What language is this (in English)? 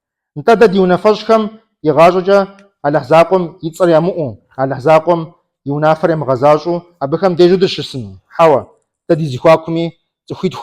Kabardian